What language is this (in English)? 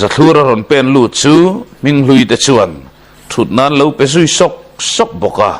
Mizo